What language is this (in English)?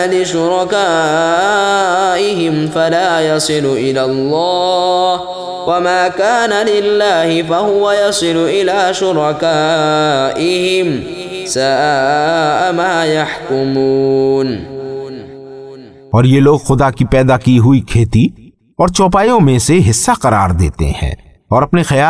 Urdu